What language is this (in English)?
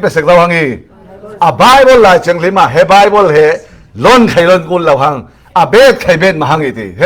Falam Chin